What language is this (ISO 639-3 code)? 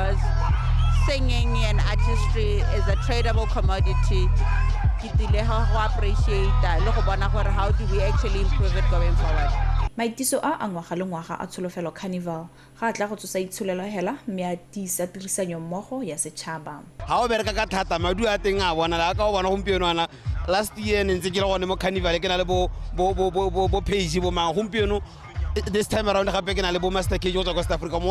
tsn